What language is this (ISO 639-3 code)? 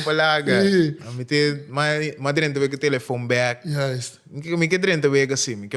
pap